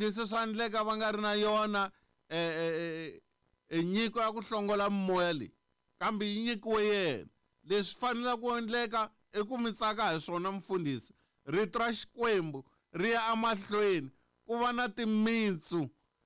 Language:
Tsonga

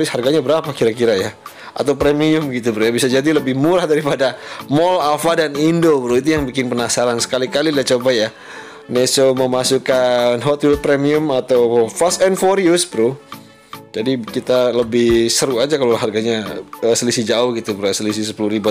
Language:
Indonesian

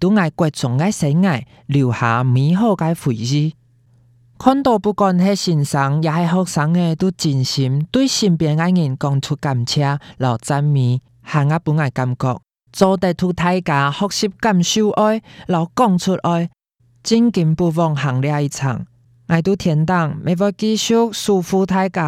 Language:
Hakka Chinese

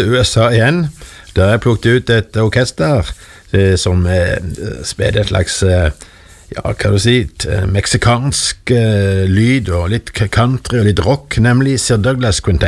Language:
Norwegian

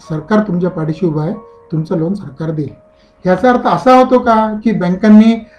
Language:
Marathi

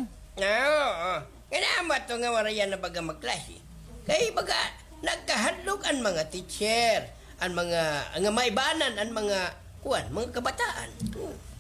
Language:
Waray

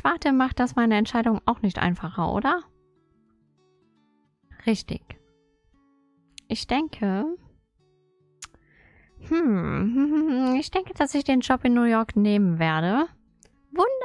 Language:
German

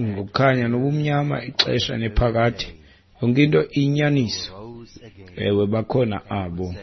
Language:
Xhosa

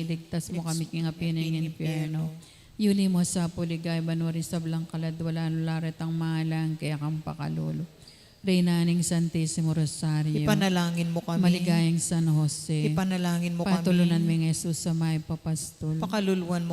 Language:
Pampanga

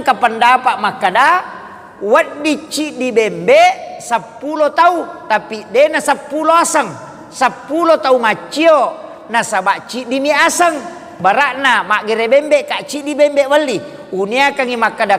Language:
Buginese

